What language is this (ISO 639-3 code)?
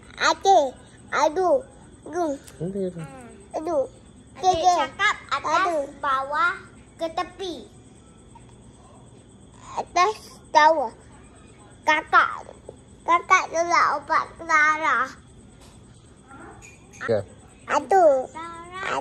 msa